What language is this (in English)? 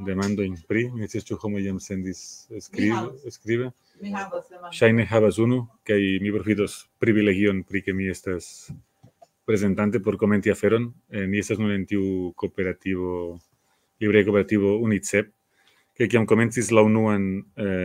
Esperanto